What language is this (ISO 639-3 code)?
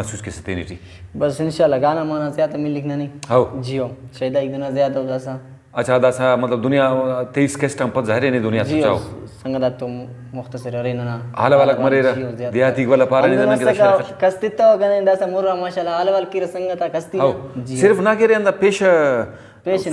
brh